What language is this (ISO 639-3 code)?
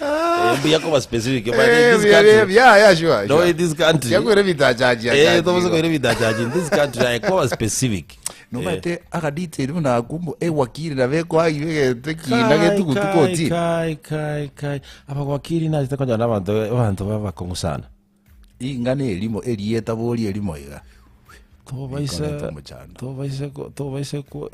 guz